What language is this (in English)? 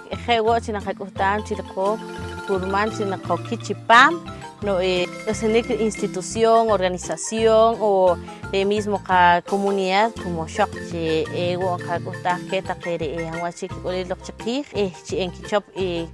Poqomchi'